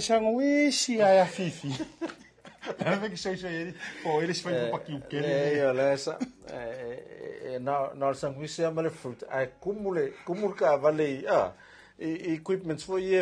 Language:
Samoan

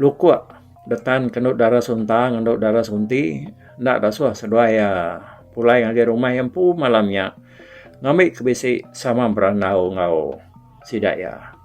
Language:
Iban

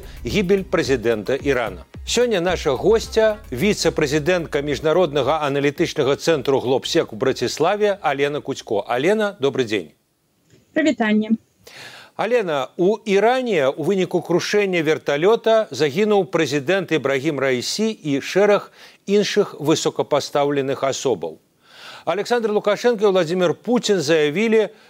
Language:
Belarusian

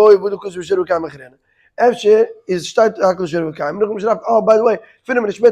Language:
Yiddish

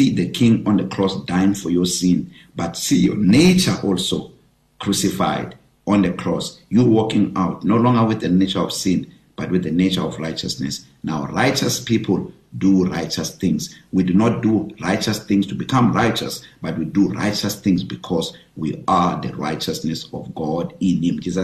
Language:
English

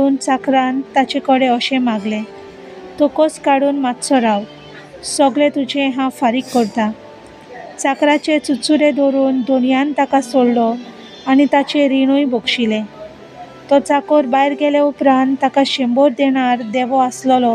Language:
Konkani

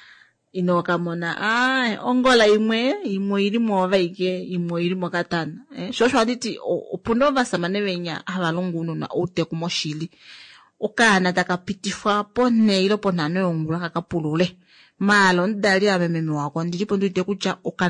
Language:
Kuanyama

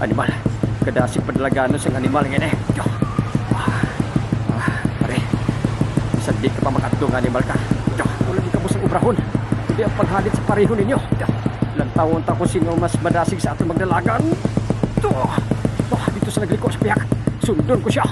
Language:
Hiligaynon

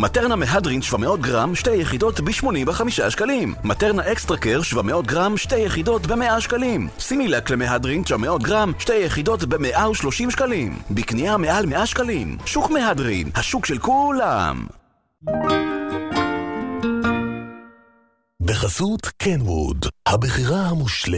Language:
Hebrew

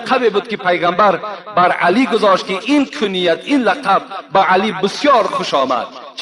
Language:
Tajik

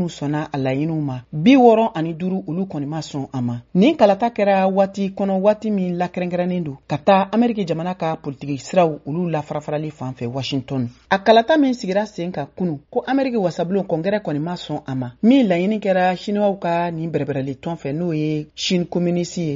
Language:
Bambara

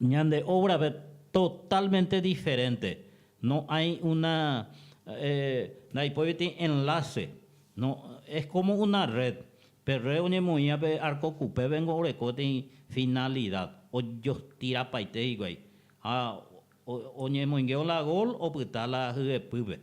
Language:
Guarani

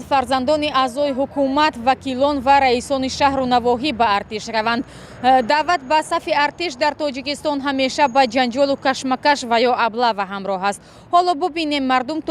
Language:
Tajik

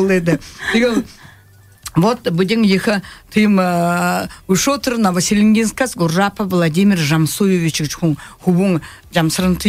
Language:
Buriat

